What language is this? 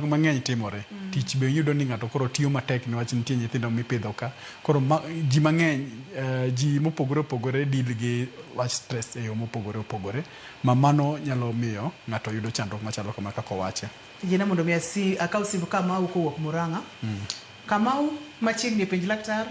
Luo (Kenya and Tanzania)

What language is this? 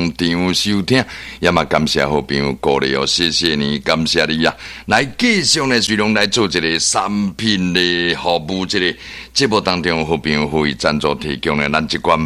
Min Nan Chinese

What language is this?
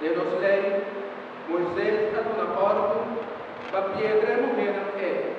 Papiamento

